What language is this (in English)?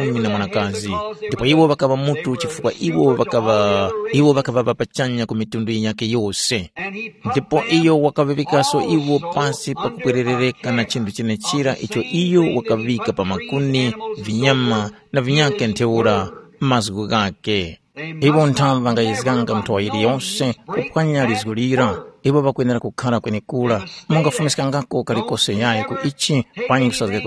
Tumbuka